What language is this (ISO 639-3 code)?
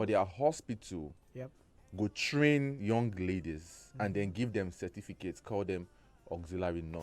pcm